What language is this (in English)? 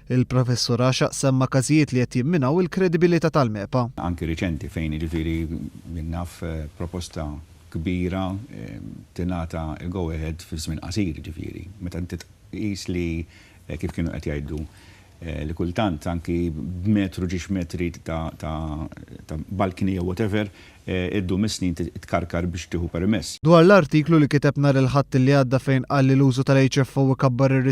Maltese